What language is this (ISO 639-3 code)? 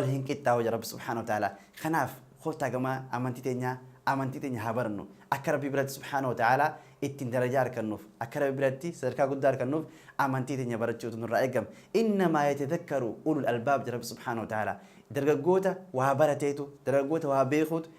orm